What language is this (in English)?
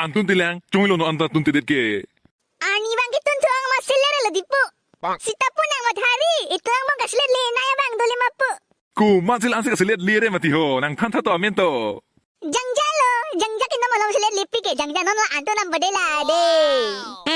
Karbi